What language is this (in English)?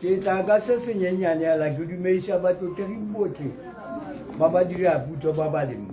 Tswana